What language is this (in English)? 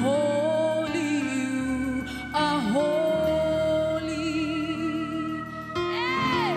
Southern Sotho